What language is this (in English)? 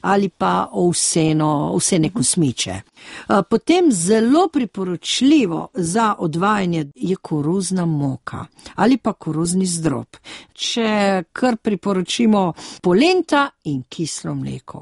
Slovenian